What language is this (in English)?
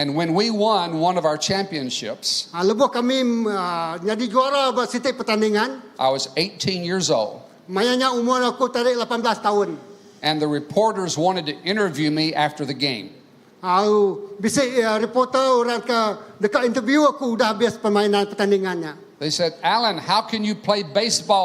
Iban